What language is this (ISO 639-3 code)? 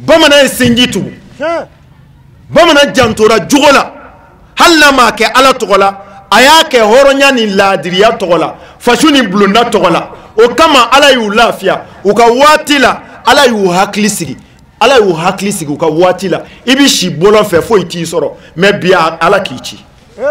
bam